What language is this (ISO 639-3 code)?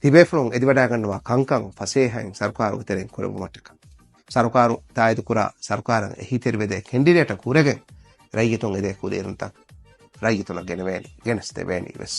div